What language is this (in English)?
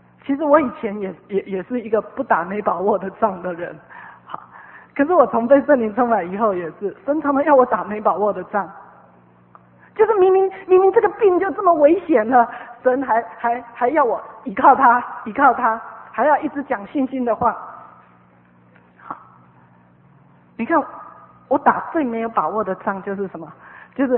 Chinese